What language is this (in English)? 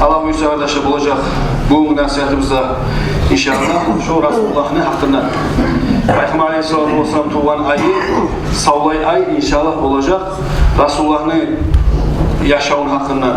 Kumyk